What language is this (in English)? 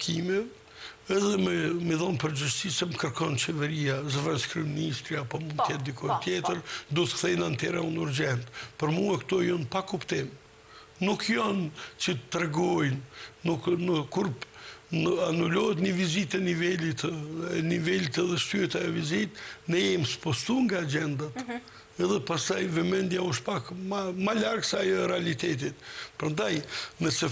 Albanian